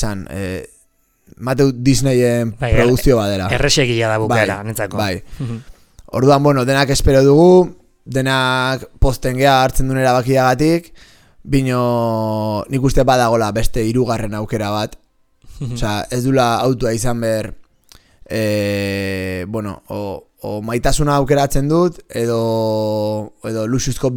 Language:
Basque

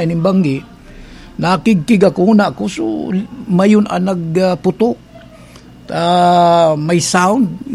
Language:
Bikol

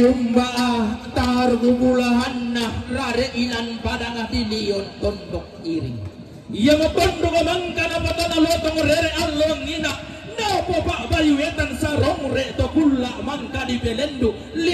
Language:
Toraja-Sa'dan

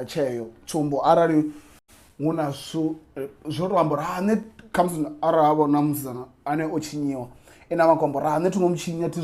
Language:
Venda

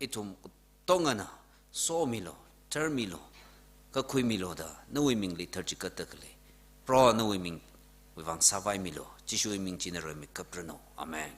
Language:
Tangkhul Naga (India)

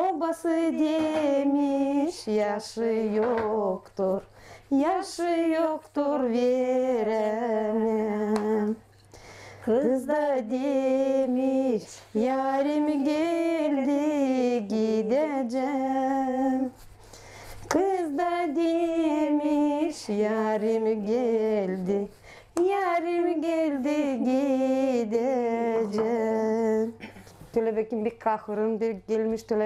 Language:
Gagauz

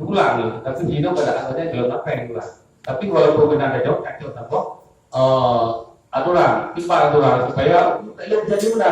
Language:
Achinese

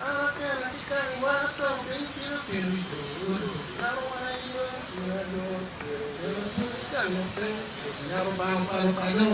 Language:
Acoli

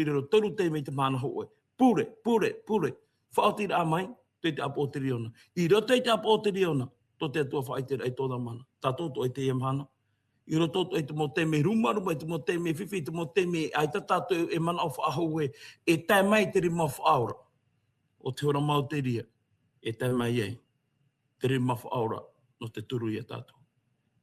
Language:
Tahitian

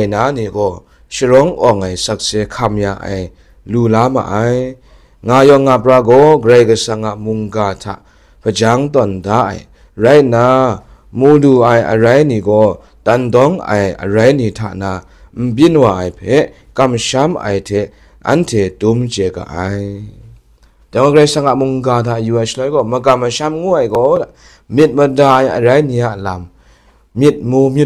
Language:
Kachin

